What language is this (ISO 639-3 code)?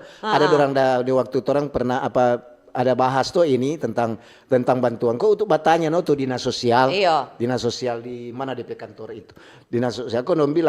xmm